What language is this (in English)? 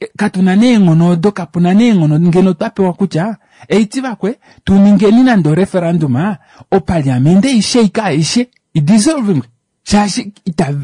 Kuanyama